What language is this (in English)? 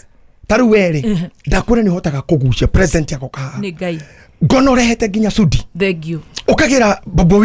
Kikuyu